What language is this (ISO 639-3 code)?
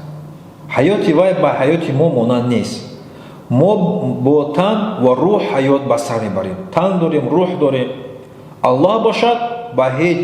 tgk